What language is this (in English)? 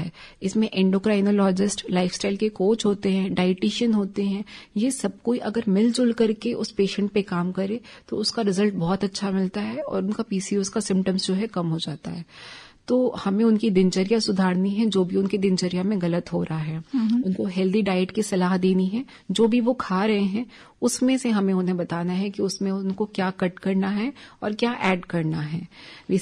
Hindi